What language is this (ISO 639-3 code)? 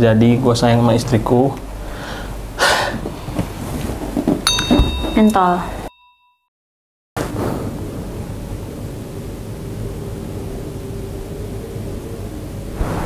ind